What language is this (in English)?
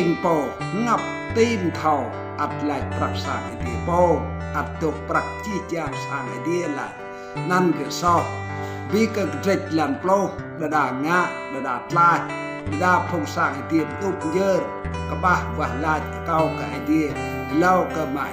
Rade